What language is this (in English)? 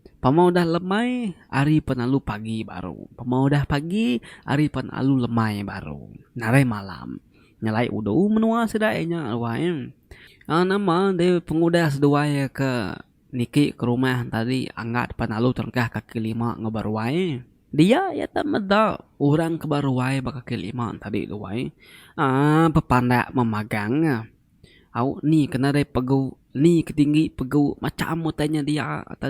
Iban